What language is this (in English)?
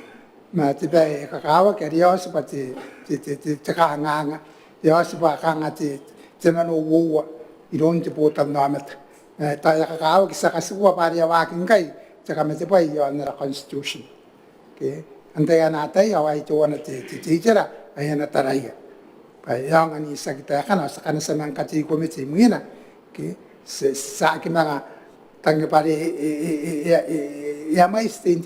Gilbertese